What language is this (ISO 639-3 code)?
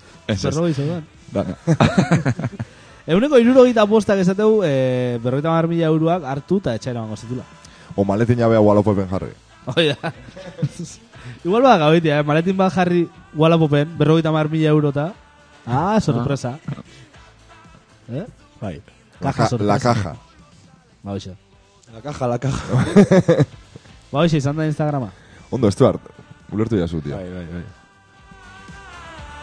eus